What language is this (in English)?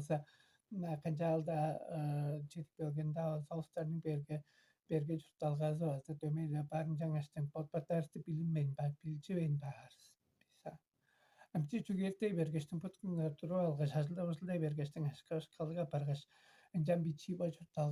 Tuvinian